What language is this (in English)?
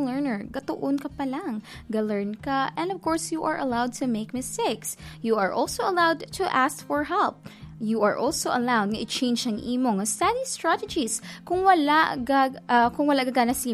Hiligaynon